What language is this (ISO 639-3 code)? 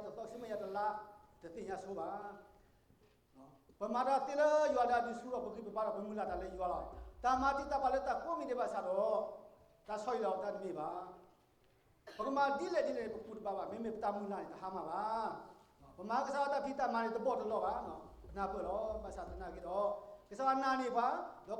ksw